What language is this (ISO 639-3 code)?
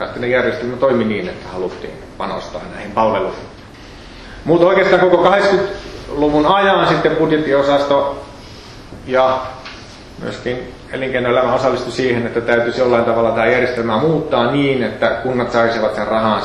fin